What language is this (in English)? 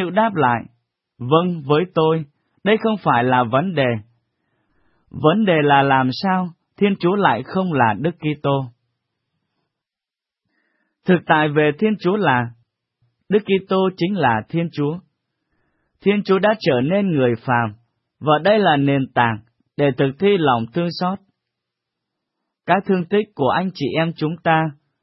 Vietnamese